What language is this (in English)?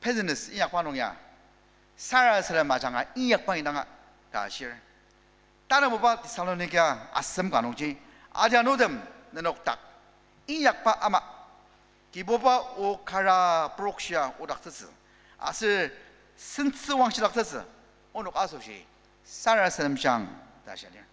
Ao Naga